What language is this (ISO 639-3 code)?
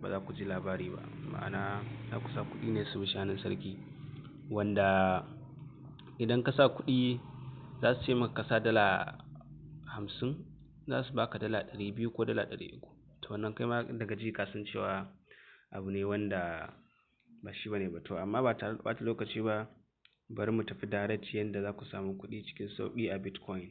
hau